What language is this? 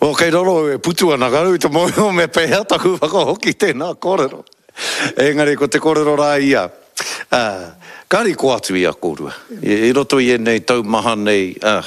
Māori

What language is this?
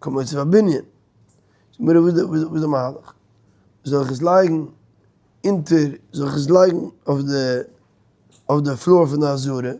Yiddish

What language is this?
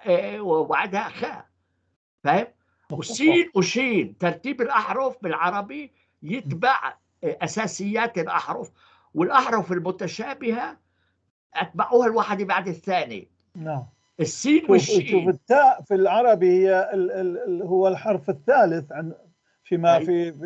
North Levantine Arabic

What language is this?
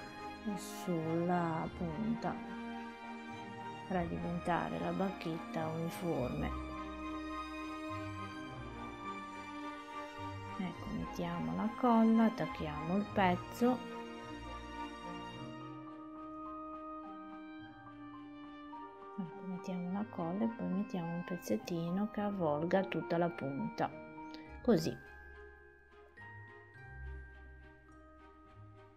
Italian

